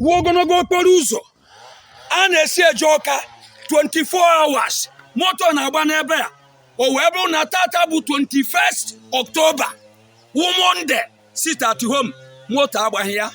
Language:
Igbo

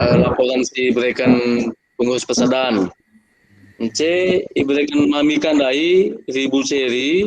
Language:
Batak Karo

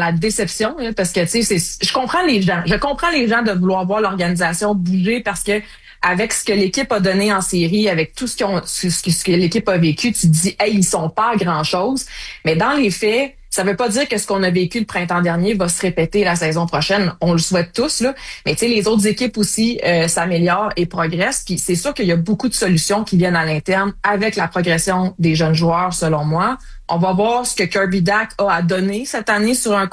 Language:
French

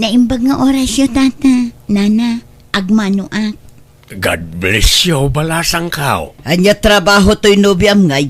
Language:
Iloko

